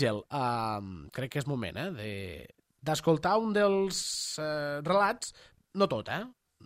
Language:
Catalan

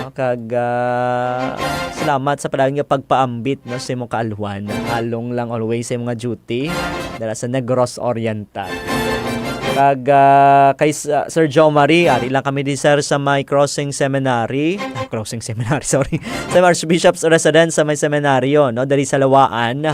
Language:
Hiligaynon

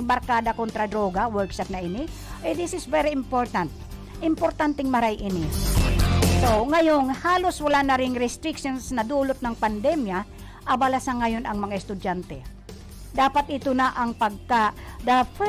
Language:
Bikol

